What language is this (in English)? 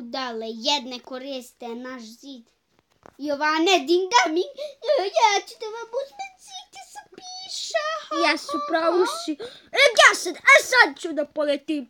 Bosnian